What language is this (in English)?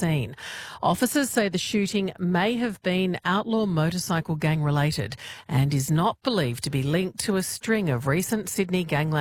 English